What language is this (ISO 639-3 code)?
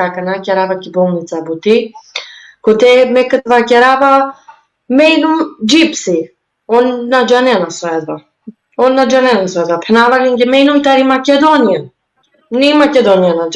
rmn